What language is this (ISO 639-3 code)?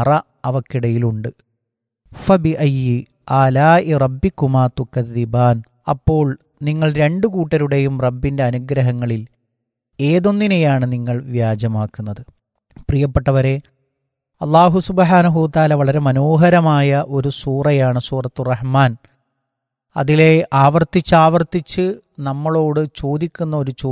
mal